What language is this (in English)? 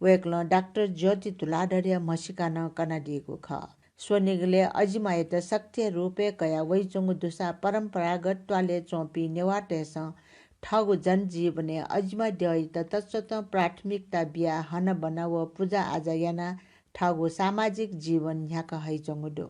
Newari